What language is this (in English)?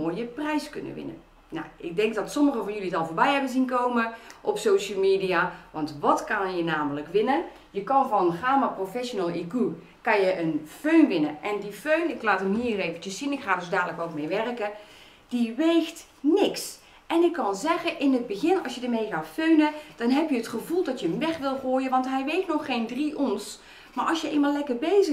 Dutch